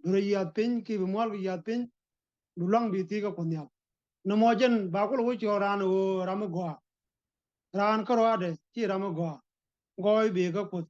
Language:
Nuer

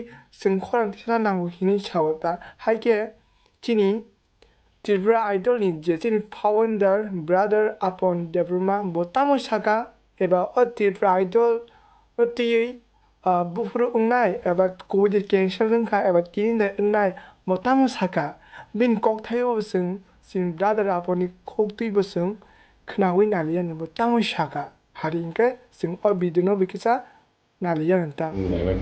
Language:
Kok Borok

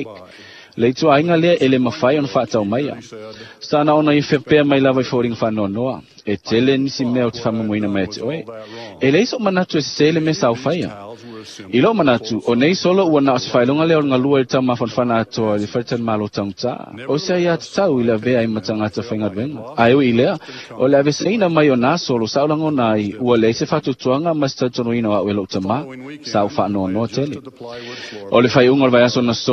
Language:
Samoan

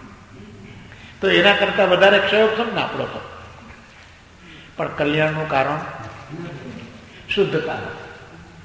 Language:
Gujarati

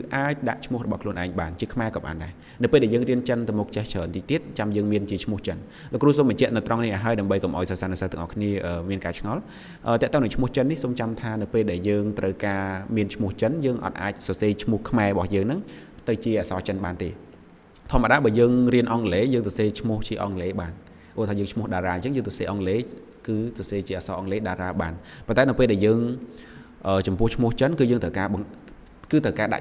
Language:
Khmer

